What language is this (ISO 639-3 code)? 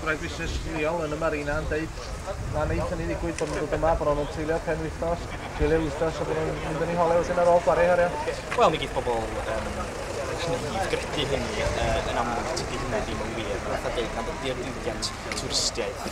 cym